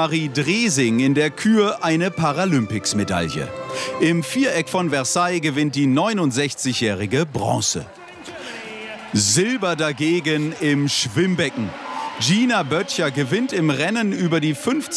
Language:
German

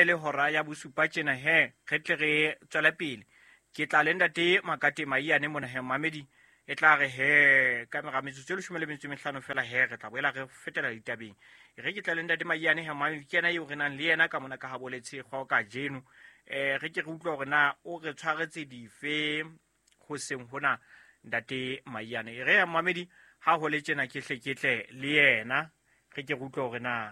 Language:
Southern Sotho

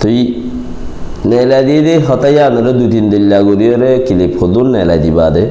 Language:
Rohingya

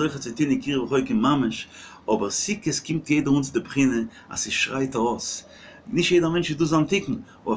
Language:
Yiddish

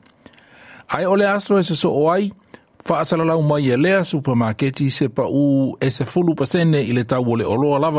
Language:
Samoan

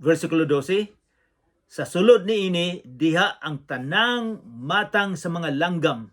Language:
Cebuano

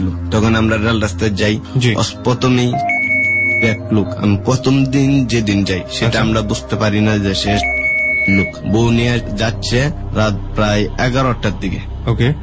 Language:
Bangla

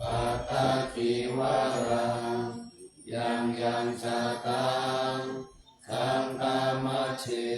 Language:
Pali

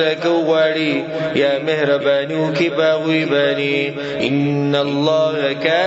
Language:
Pashto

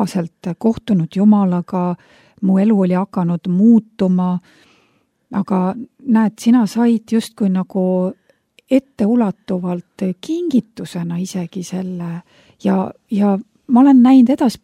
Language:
Estonian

